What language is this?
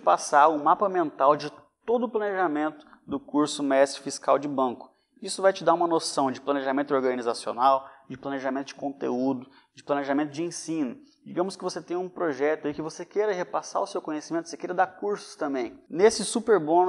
Portuguese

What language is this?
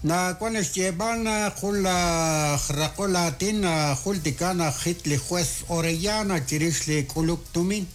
Kekchí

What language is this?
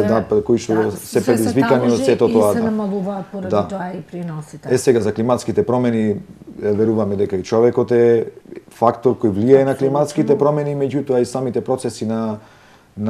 Macedonian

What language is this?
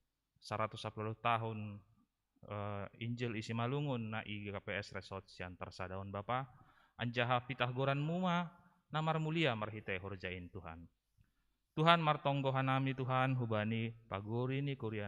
Batak Simalungun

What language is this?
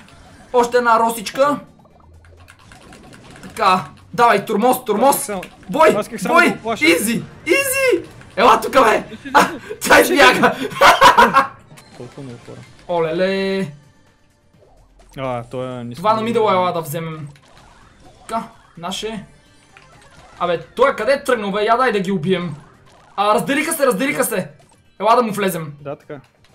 Bulgarian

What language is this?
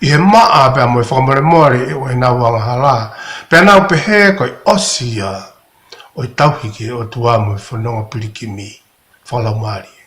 Tongan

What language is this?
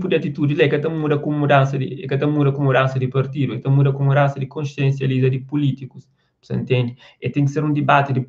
Kabuverdianu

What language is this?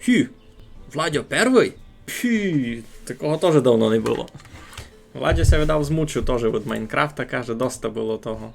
Rusyn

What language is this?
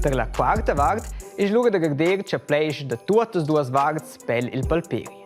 Romansh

